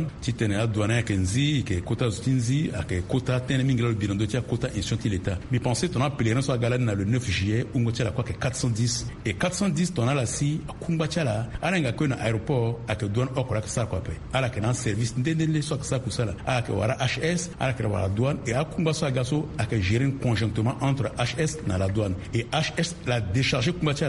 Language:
Sango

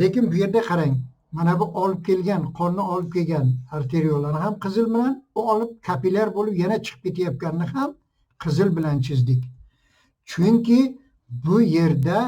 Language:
Uzbek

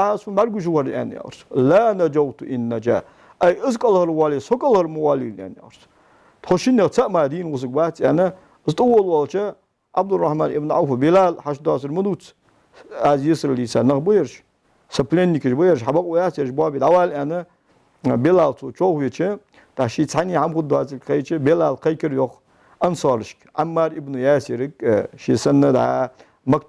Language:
Ingush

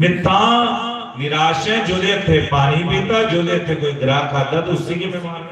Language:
Dogri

